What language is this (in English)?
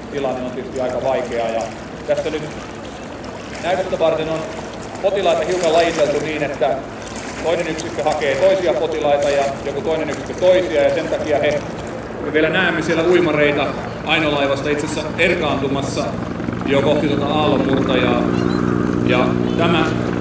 Finnish